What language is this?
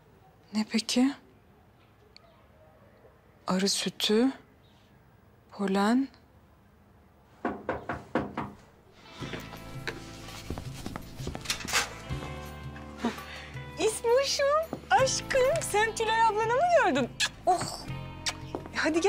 Turkish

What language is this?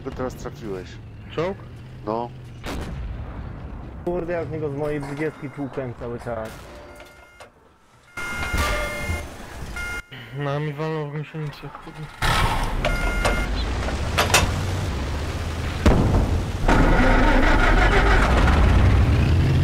Polish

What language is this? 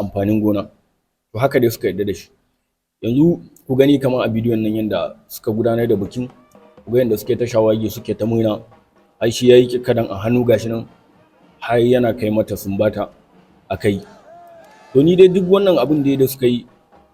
Hausa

